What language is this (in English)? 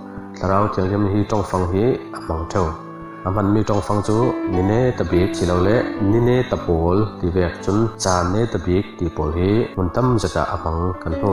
Falam Chin